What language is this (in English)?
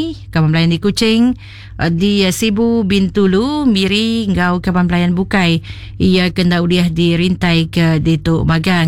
Iban